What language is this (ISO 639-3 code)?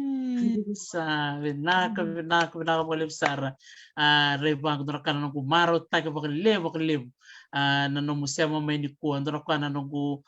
fij